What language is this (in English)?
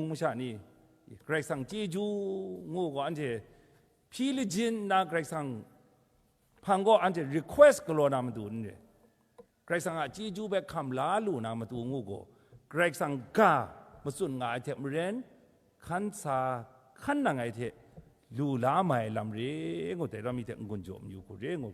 Kachin